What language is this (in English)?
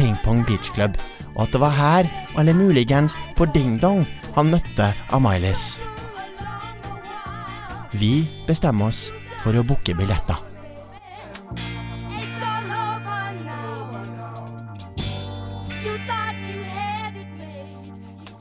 Norwegian